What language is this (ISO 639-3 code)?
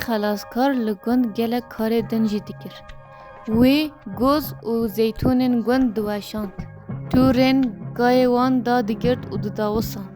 kur